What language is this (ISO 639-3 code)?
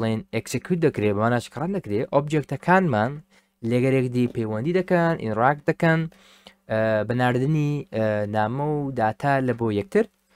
ckb